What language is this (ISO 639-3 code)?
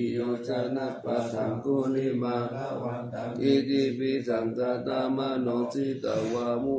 pli